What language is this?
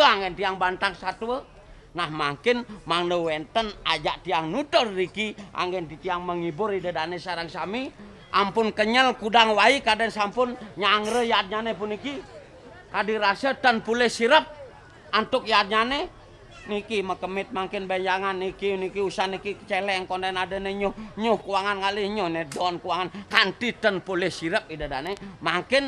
Balinese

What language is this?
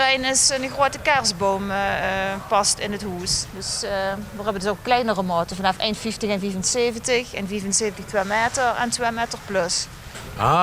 Limburgish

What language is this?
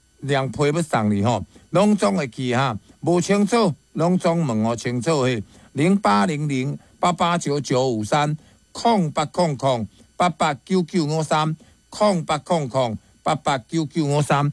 Min Nan Chinese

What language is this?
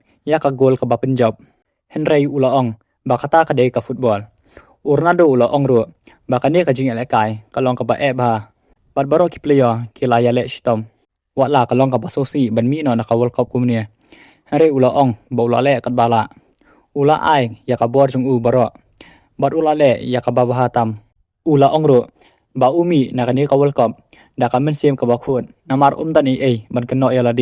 Khasi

